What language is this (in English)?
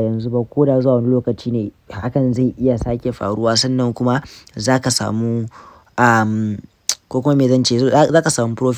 Hausa